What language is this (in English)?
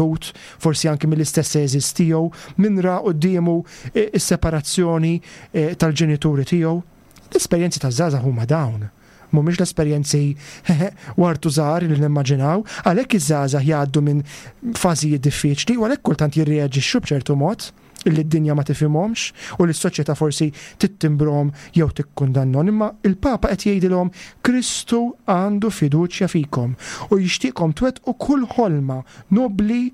Maltese